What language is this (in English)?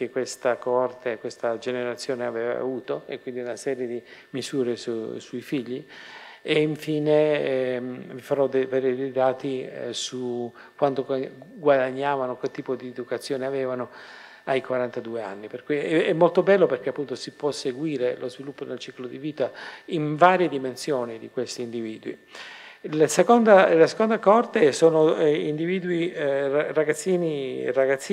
Italian